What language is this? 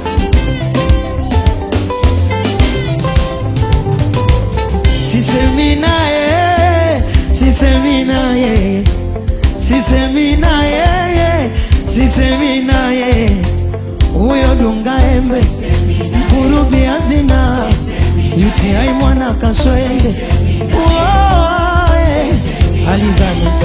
Swahili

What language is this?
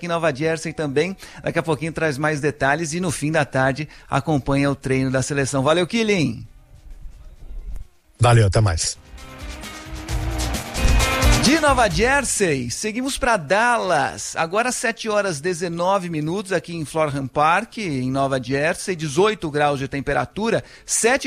Portuguese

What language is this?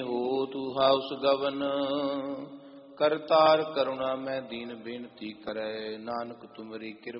Punjabi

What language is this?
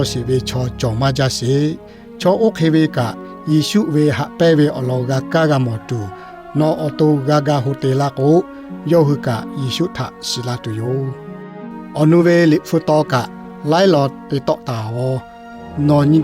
Lahu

